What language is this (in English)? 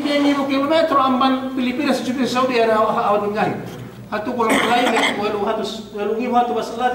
Yakan